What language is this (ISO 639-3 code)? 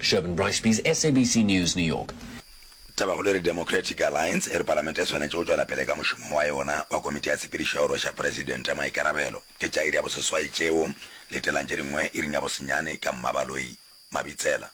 nso